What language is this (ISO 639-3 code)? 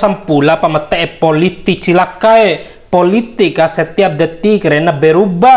bhp